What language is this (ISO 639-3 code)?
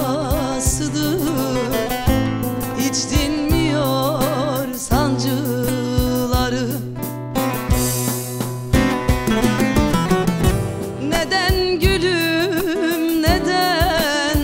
tur